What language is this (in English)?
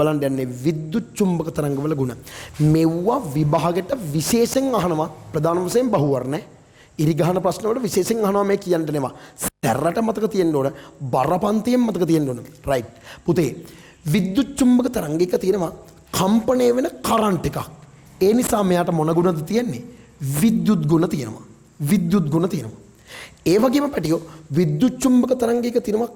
Sinhala